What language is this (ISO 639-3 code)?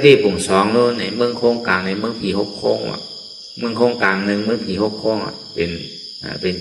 shn